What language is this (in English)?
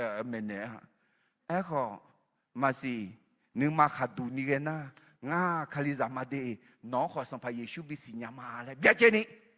Akha